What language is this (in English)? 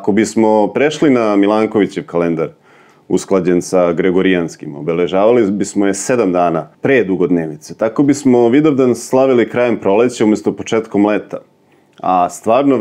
Serbian